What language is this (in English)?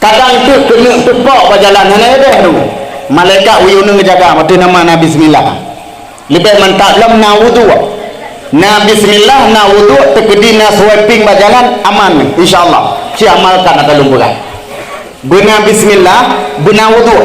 Achinese